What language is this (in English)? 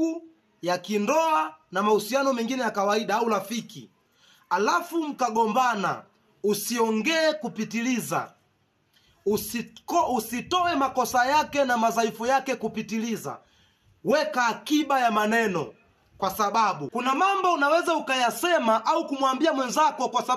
Swahili